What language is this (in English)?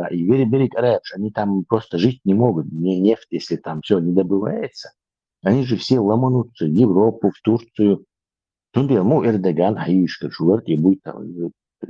Chechen